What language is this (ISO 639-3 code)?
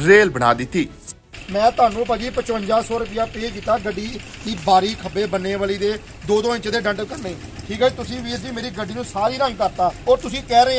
pan